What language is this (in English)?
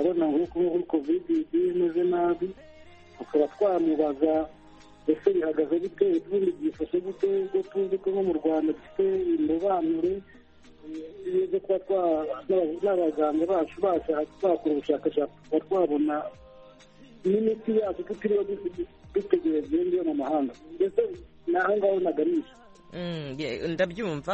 Kinyarwanda